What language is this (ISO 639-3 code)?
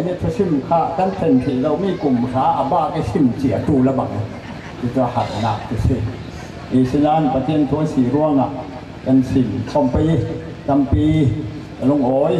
cfm